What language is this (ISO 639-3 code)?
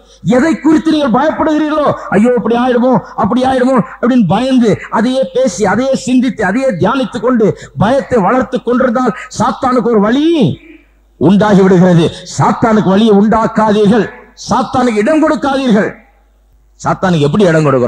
tam